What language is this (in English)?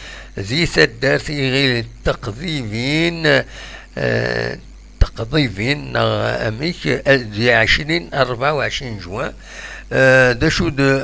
Kabyle